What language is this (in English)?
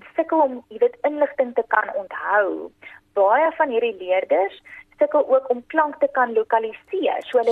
Afrikaans